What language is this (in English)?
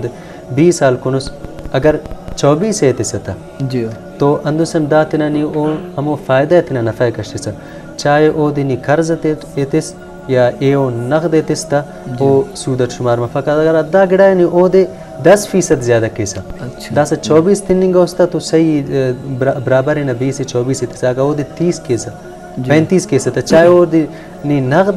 Brahui